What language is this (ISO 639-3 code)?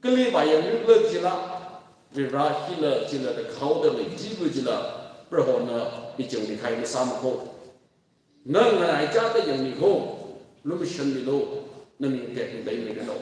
nmf